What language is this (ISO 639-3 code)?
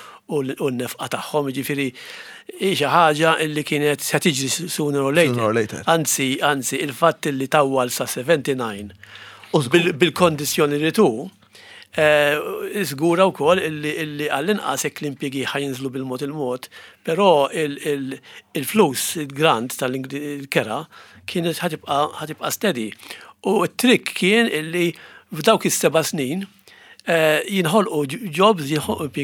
mlt